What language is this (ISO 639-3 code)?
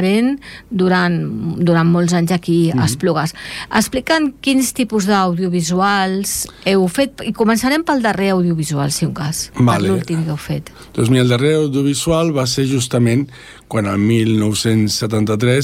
cat